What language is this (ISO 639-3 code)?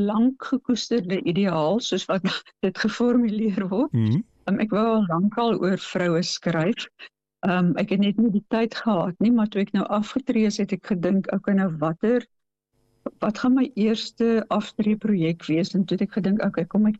afr